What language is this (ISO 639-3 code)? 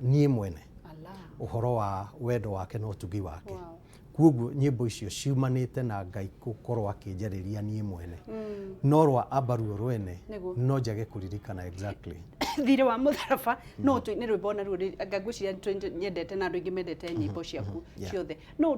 kik